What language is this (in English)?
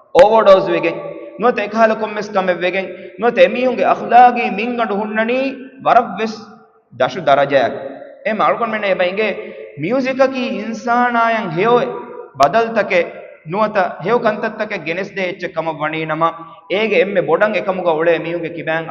Divehi